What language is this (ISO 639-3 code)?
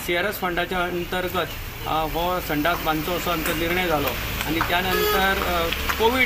kok